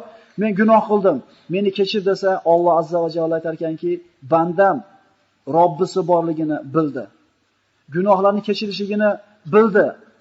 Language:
Uzbek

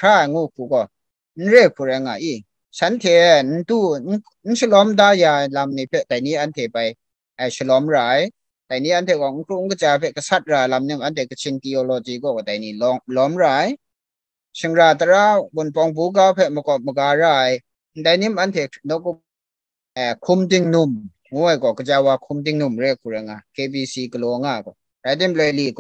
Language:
Kachin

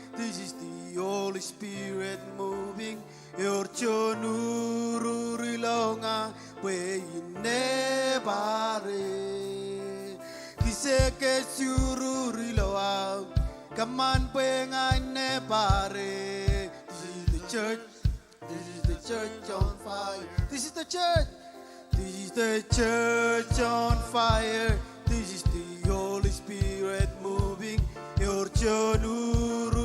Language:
Marshallese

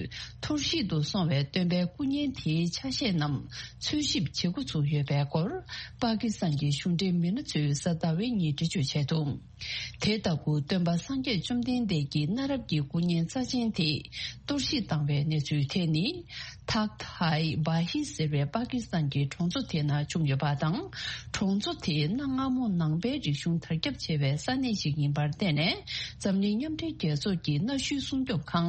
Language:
Tibetan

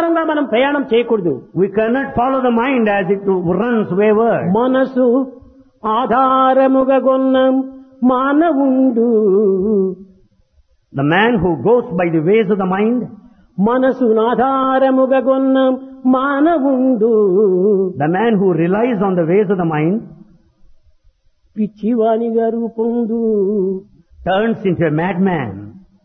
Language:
Telugu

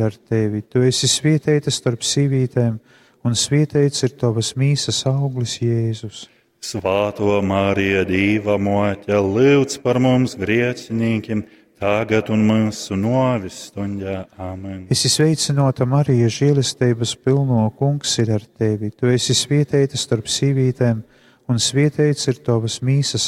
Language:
Latgalian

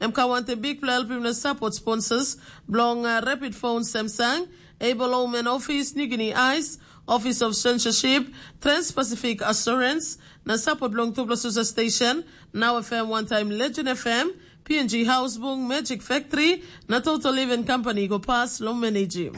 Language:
Tok Pisin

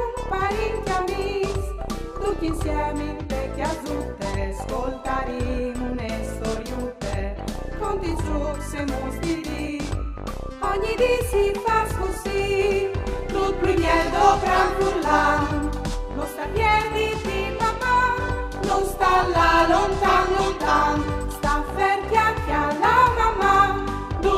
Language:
Friulian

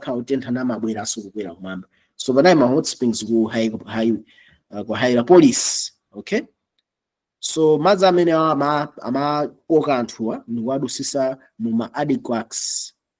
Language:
Nyanja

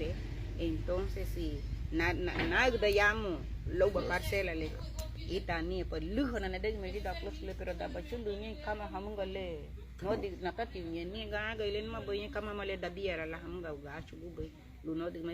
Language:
Garifuna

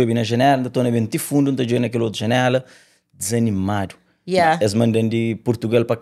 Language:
Kabuverdianu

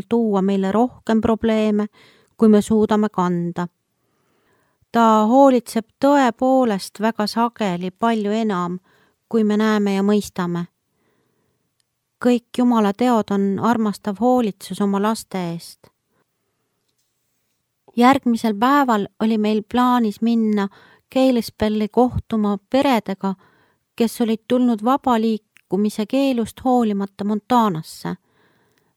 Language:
Estonian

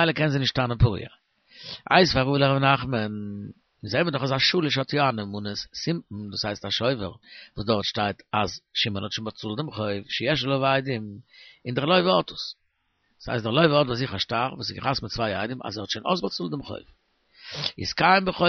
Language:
Yiddish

